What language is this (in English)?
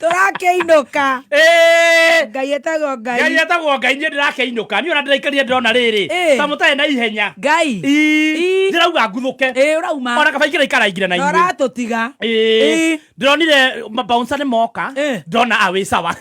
Kikuyu